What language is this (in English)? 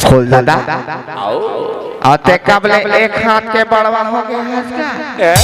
Chhattisgarhi